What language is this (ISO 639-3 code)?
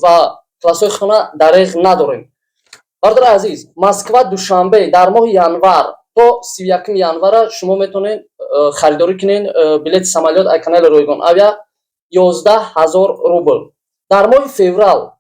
tgk